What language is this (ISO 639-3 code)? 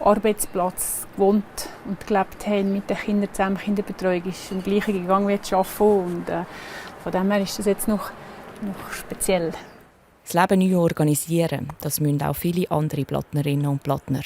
gsw